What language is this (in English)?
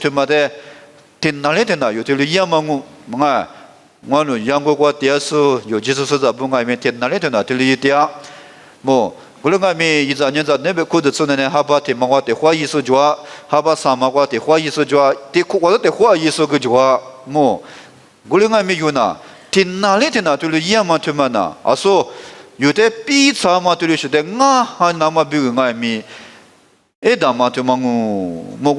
Lisu